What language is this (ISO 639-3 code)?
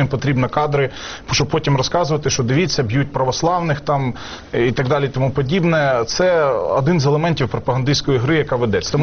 ukr